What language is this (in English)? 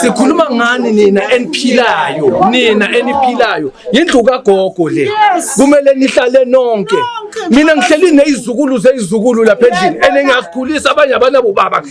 Zulu